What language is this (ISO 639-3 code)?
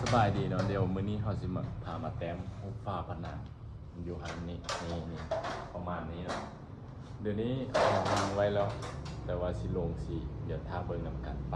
lao